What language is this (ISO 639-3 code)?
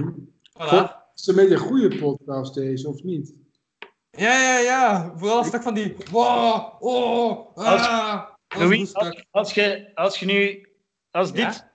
nld